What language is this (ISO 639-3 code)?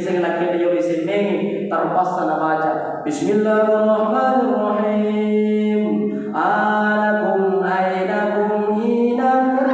bug